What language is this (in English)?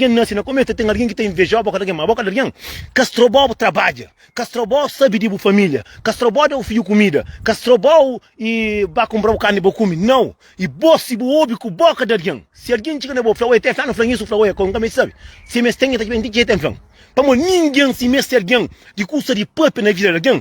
Kabuverdianu